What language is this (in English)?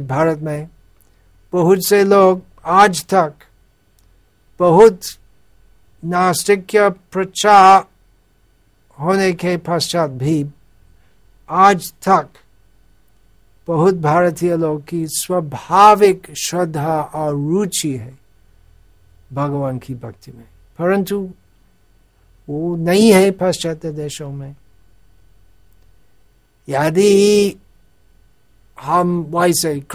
Hindi